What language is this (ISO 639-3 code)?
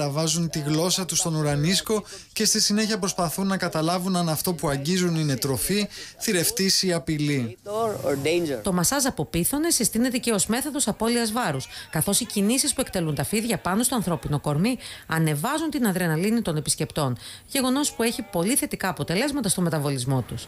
ell